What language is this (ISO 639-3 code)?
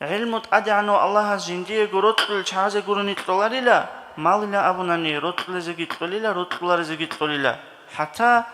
ava